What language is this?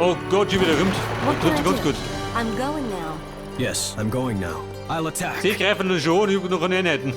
Bavarian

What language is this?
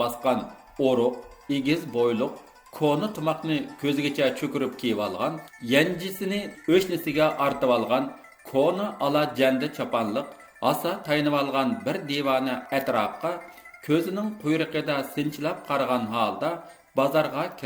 Uyghur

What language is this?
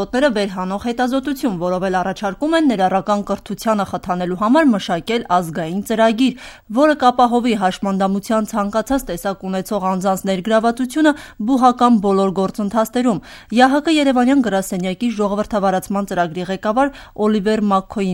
Armenian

